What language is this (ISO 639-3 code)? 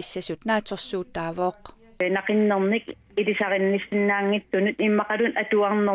kal